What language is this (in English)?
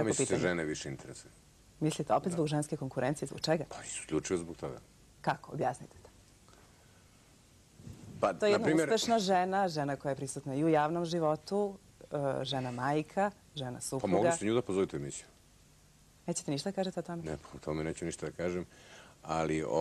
Serbian